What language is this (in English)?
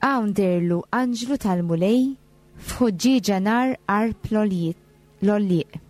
Maltese